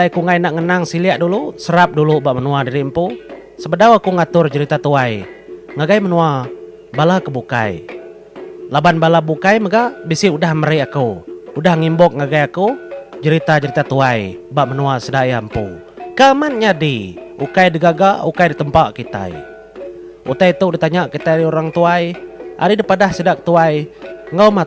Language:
Iban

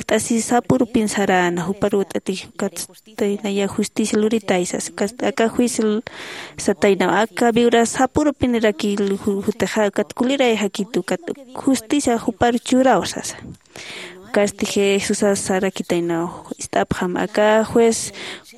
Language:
Aymara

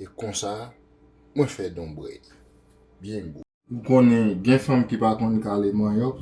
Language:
Haitian Creole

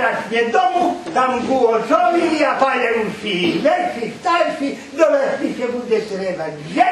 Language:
Rusyn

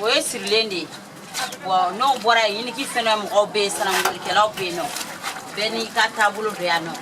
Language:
Bambara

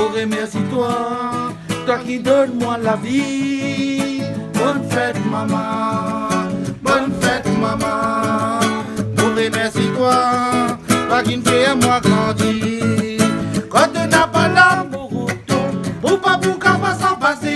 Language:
Réunion Creole French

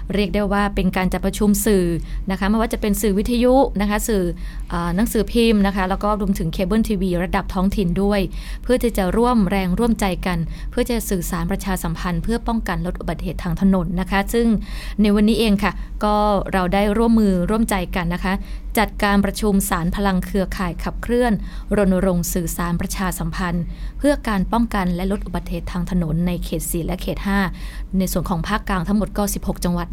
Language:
Thai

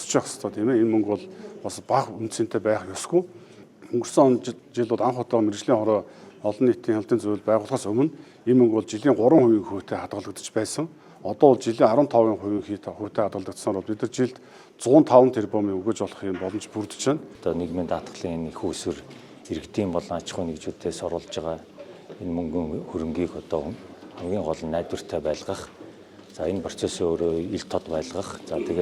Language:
Mongolian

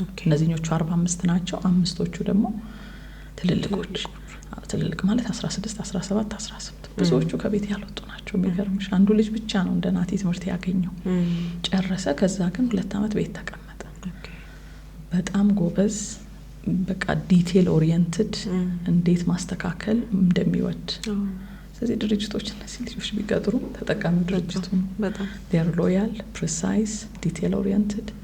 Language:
Amharic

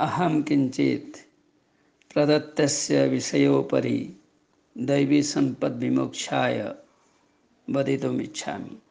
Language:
Sanskrit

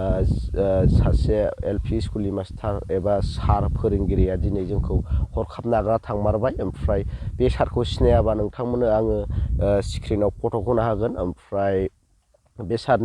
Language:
Bodo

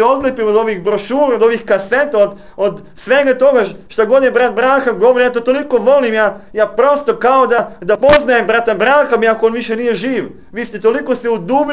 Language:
Serbian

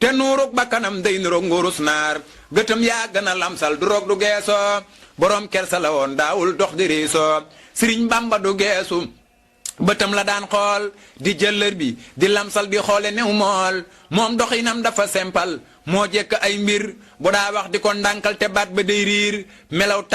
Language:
Wolof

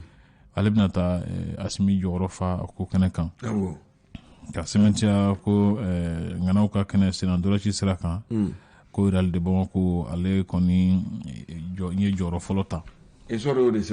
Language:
Bambara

